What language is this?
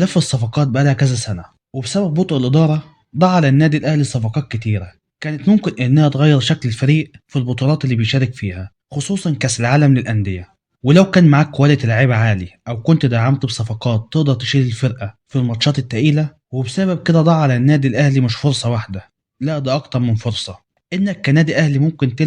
Egyptian Arabic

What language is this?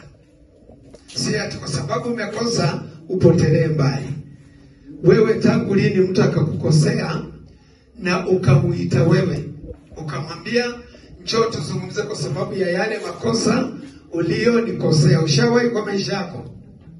Swahili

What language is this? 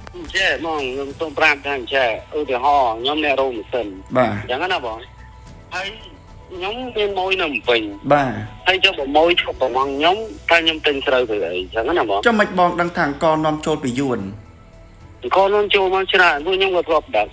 Khmer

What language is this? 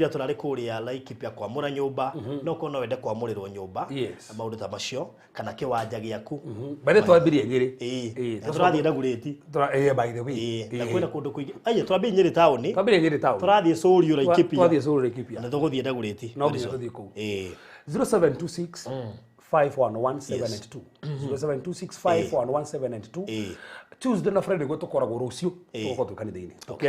Kikuyu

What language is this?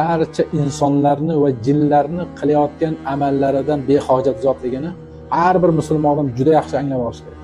Uzbek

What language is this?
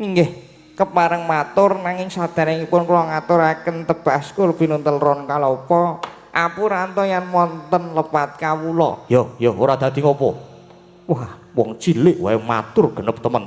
Javanese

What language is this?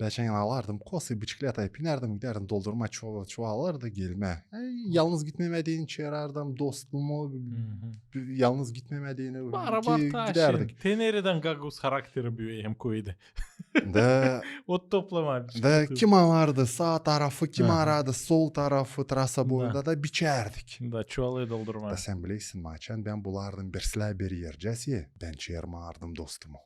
Gagauz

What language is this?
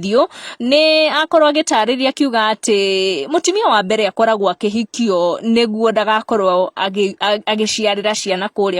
Kikuyu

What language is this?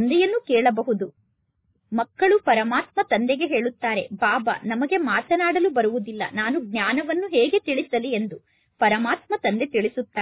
Kannada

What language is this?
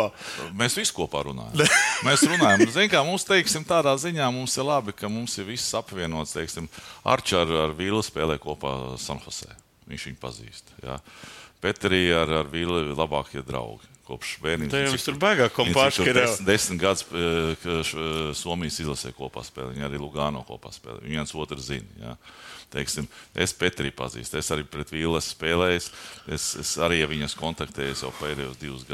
Latvian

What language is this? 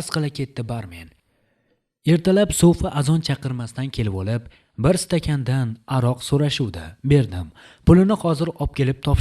Uzbek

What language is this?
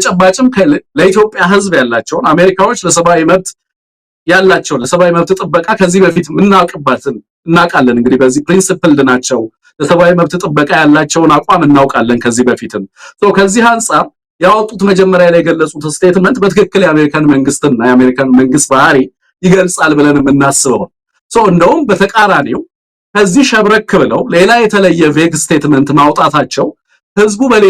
Amharic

